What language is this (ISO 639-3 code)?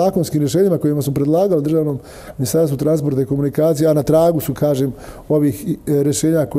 bos